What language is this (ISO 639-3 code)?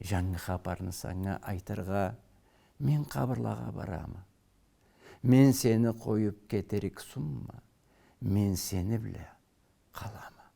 krc